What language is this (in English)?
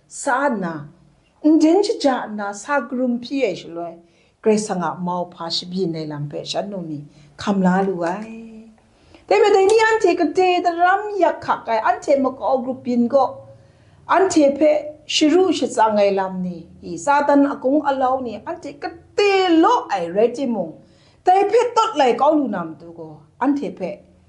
Kachin